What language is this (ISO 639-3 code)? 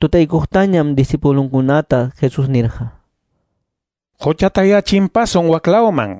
que